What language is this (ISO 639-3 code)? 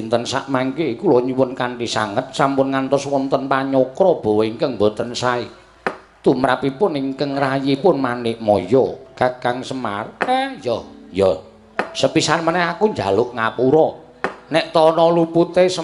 jav